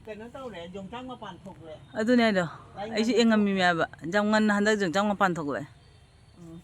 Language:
Manipuri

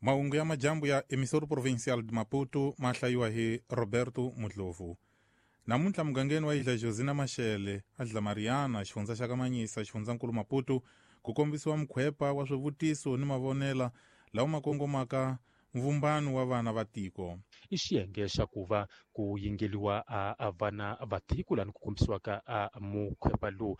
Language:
Tsonga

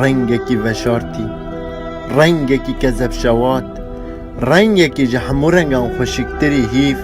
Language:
Kurdish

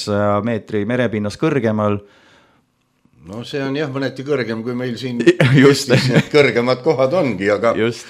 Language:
Estonian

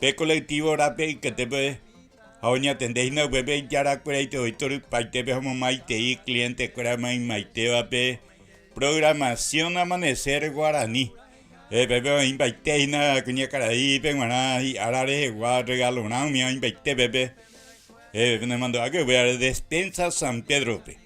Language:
Guarani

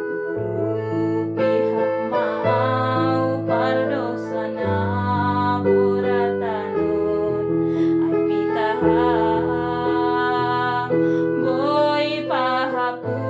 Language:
Batak Simalungun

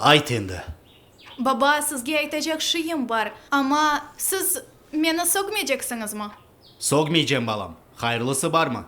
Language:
Crimean Tatar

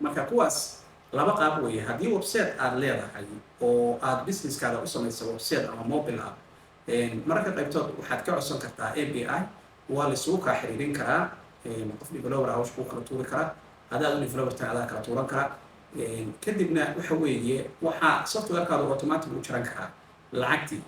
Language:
Somali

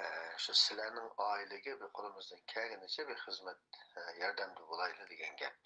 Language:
Uyghur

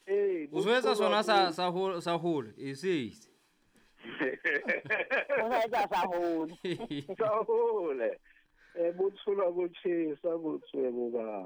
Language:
Southern Sotho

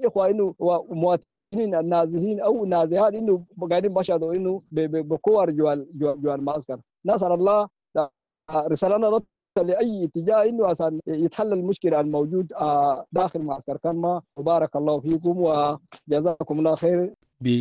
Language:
Sudanese Arabic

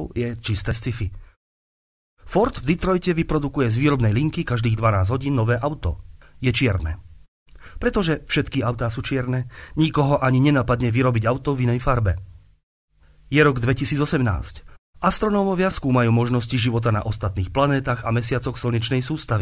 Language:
Slovak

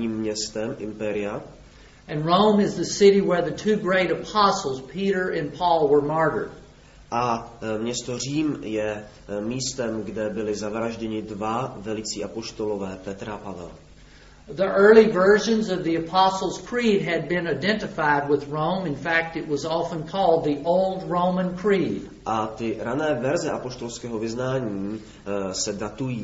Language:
Czech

